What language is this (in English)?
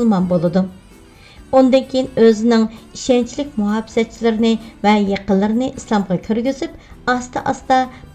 Uyghur